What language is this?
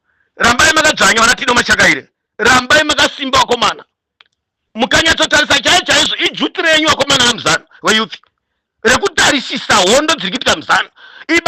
Shona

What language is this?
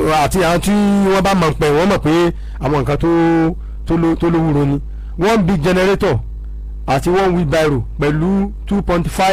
Yoruba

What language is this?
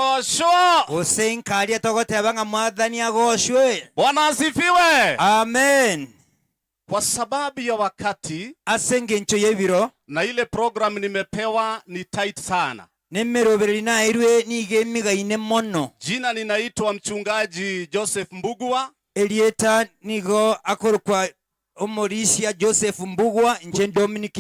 Gusii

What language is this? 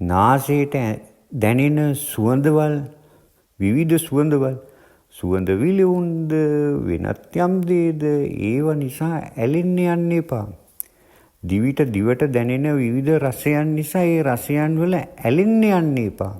Sinhala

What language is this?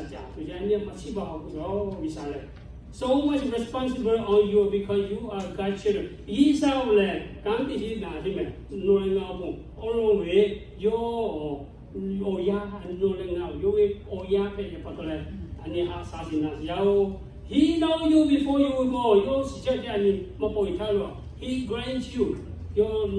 Lahu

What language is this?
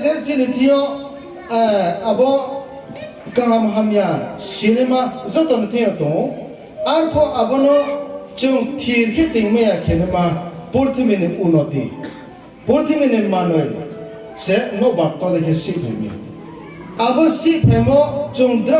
Riang (India)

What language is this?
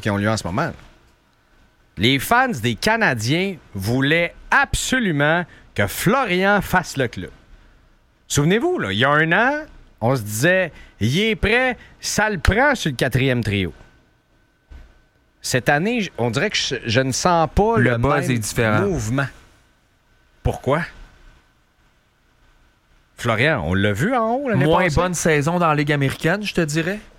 French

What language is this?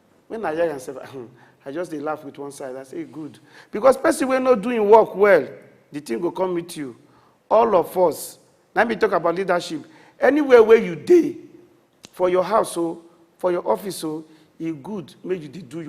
Nigerian Pidgin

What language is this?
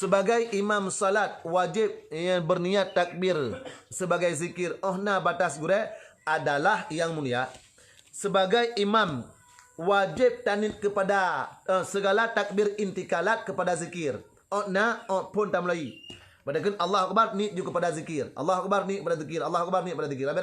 Achinese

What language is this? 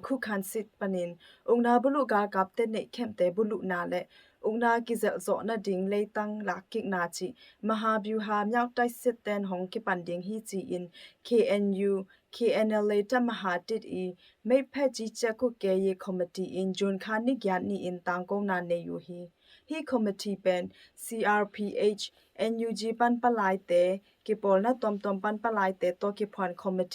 Tedim Chin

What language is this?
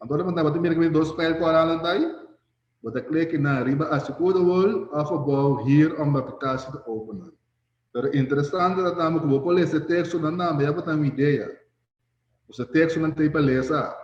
Papiamento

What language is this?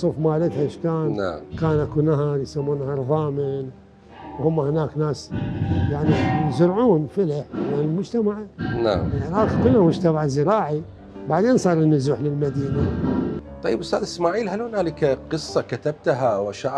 Mesopotamian Arabic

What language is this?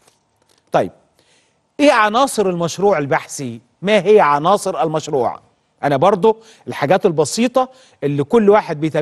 Egyptian Arabic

